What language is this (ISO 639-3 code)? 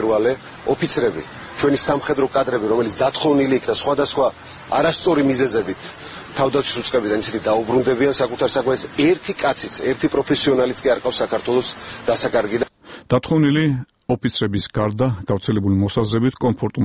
kat